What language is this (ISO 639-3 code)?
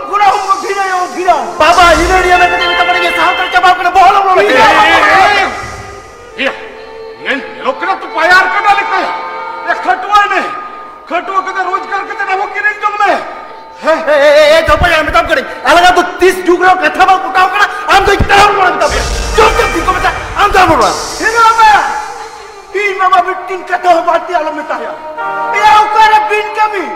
sat